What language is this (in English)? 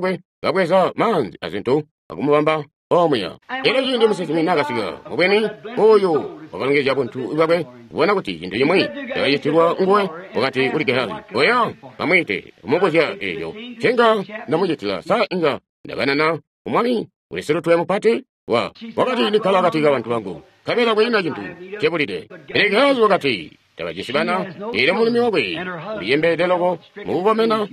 Tonga (Zambia)